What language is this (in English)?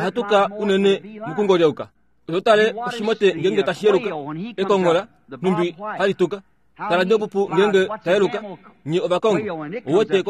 Kuanyama